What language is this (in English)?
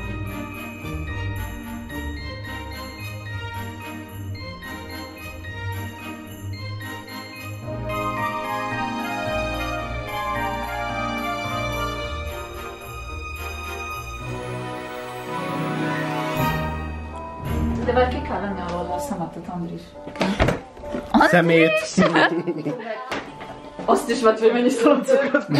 Hungarian